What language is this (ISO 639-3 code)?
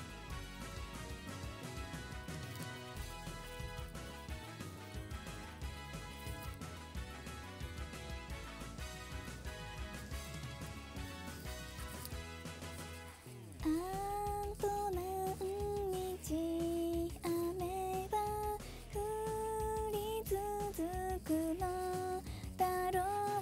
jpn